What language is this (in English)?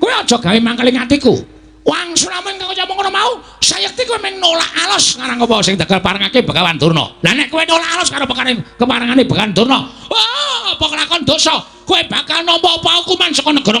Javanese